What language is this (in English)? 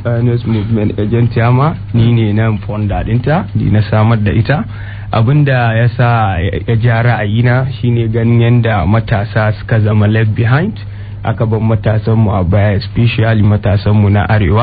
Hausa